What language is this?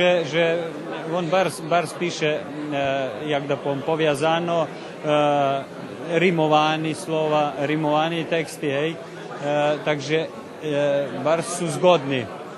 Rusyn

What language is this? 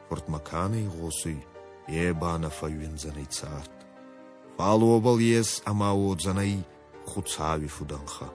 Ossetic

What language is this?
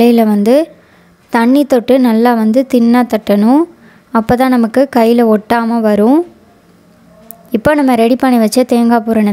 Tamil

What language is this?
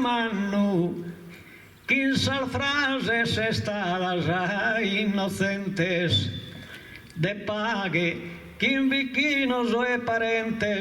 Sardinian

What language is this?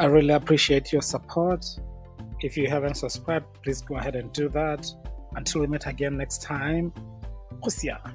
Tswana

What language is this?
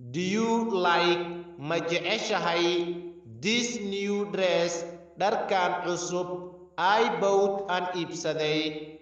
Somali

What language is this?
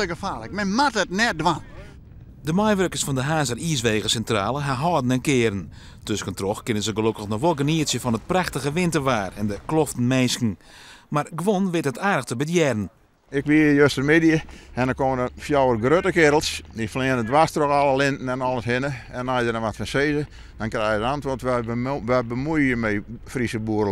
Western Frisian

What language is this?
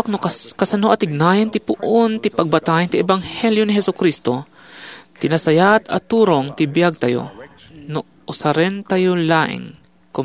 Iloko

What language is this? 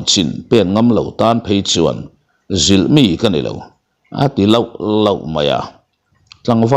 Mizo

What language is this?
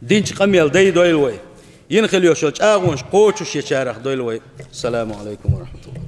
Chechen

